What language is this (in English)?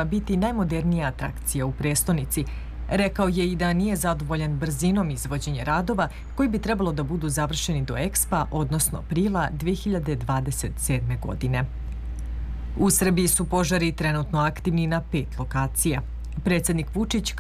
Serbian